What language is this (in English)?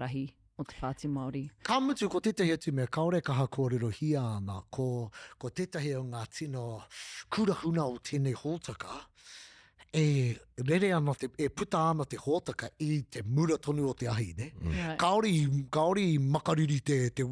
Māori